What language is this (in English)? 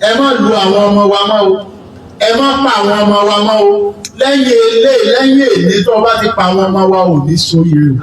Yoruba